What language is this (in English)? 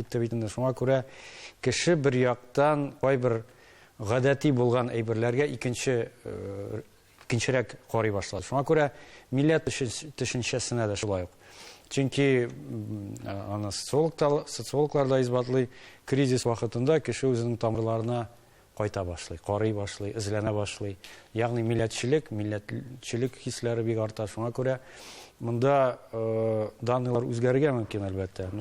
Tatar